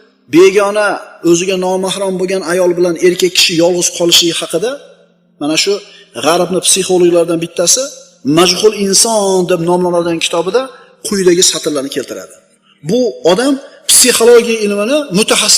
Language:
Uzbek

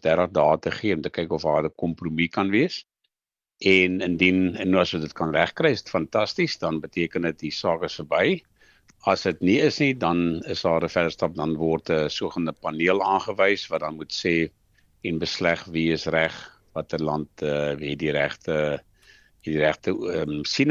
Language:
Afrikaans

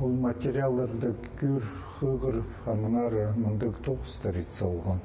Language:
Khakas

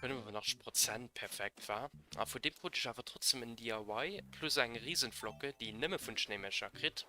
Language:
Luxembourgish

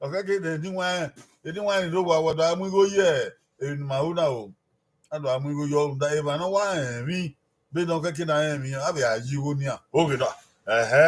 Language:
Bini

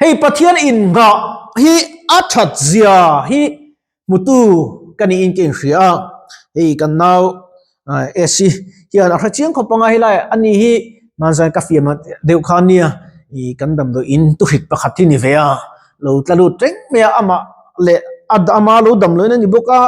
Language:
Mizo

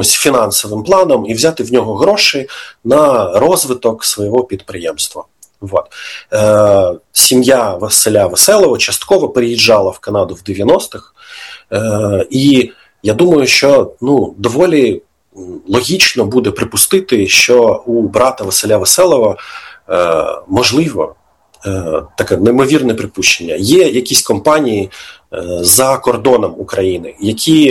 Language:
Ukrainian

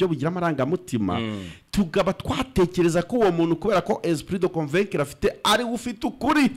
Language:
Kinyarwanda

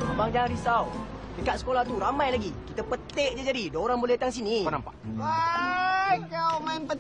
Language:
Malay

